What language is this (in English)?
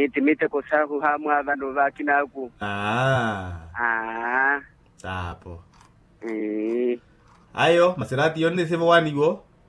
Makhuwa